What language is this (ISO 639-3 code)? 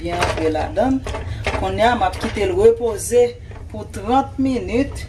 hat